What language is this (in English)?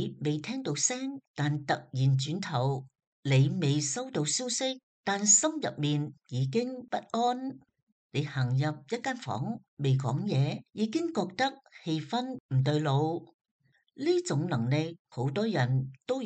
Cantonese